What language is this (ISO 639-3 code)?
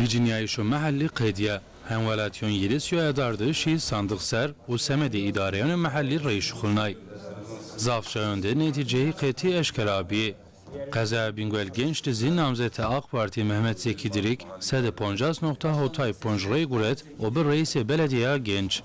zza